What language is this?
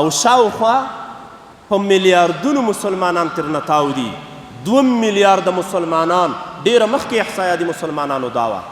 Pashto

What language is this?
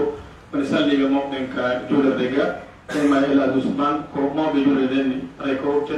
Pular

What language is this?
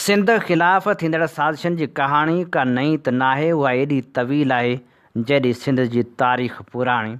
Sindhi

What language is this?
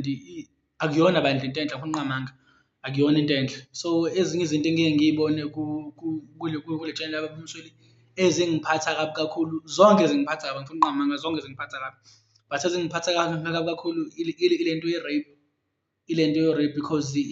Zulu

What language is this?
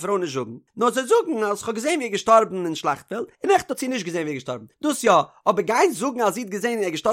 Yiddish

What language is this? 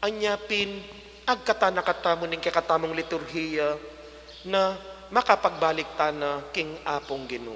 Pampanga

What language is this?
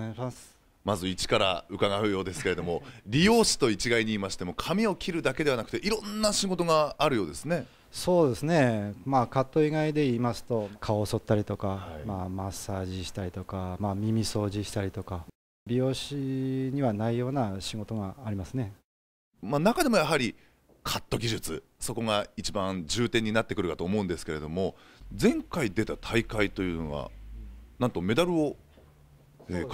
Japanese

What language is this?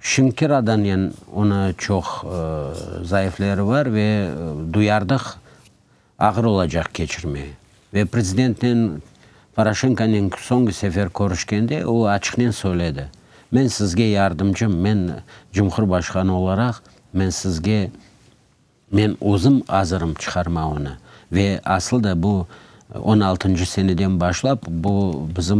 Crimean Tatar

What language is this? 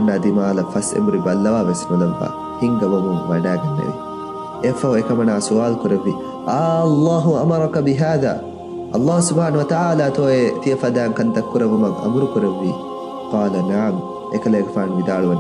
Divehi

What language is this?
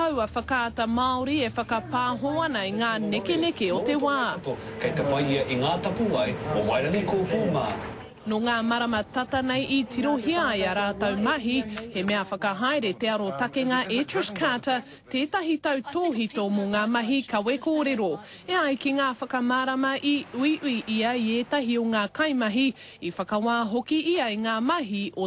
Māori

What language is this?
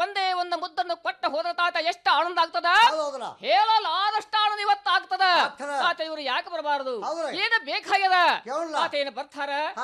Kannada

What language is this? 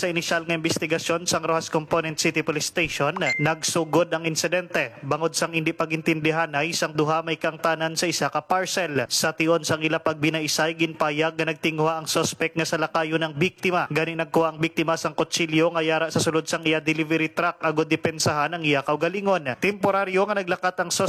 Hiligaynon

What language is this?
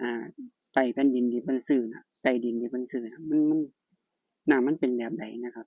Lao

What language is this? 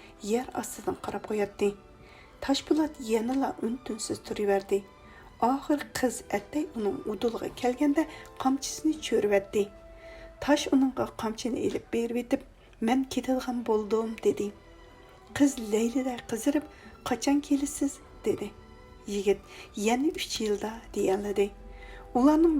Uyghur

